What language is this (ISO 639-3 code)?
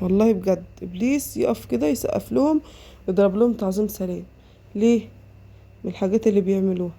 arz